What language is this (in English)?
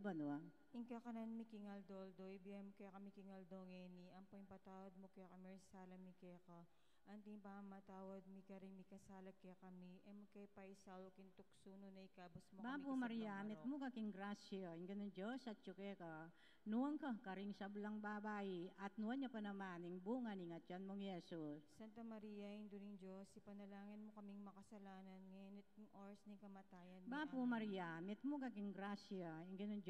Pampanga